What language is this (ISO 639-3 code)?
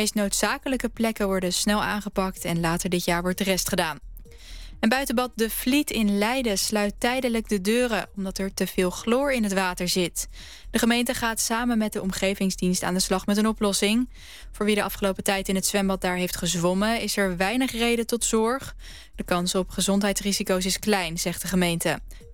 nld